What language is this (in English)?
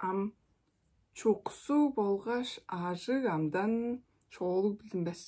Tuvinian